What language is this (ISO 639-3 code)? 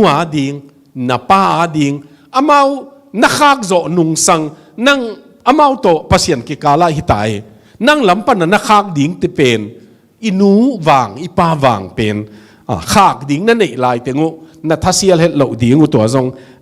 ctd